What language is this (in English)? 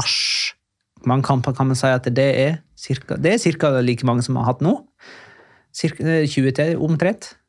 Norwegian